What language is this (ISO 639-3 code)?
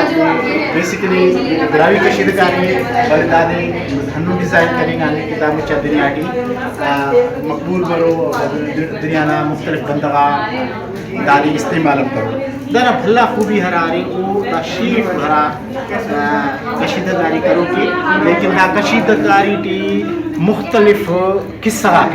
brh